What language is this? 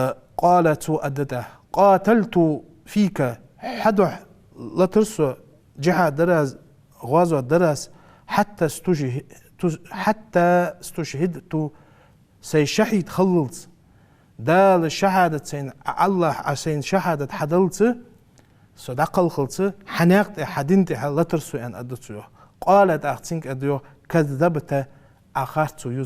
Ingush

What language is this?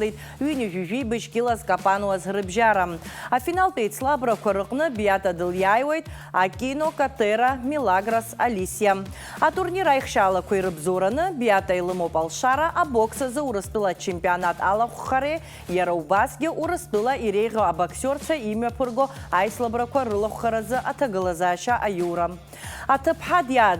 Abkhazian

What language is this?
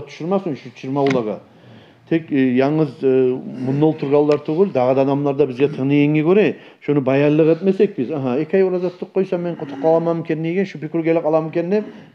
Kumyk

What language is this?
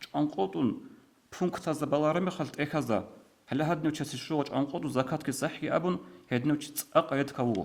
Avaric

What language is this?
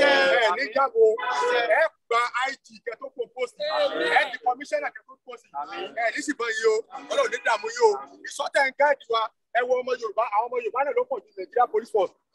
Yoruba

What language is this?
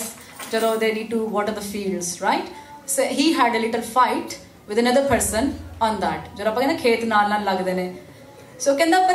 Punjabi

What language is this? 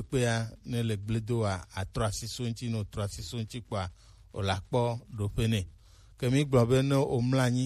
Gen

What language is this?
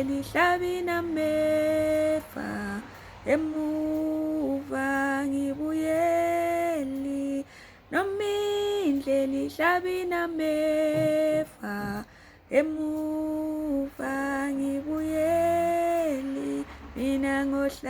Zulu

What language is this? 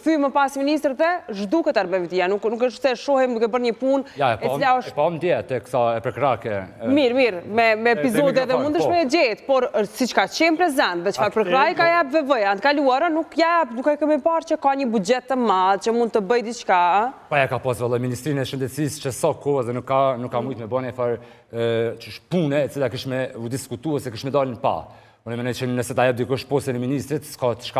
Albanian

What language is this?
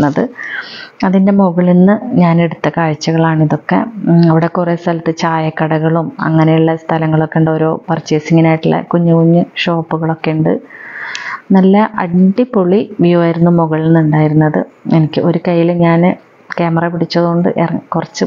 Malayalam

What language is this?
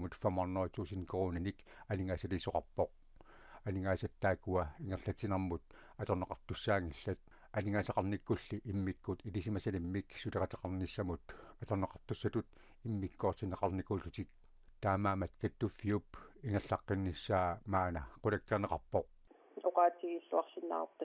Kalaallisut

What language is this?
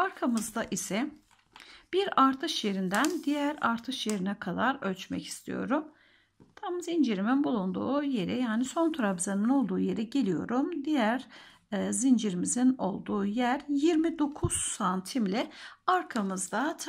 Turkish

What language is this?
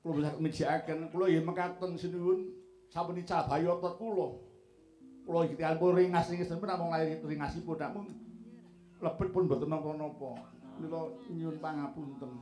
Javanese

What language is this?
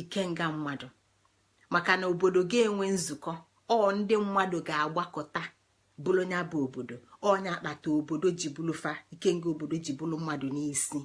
Igbo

